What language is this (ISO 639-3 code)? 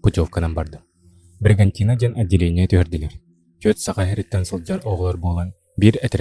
sah